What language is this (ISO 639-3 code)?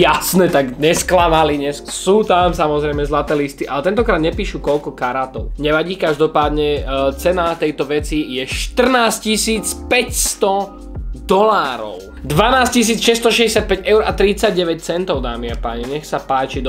slk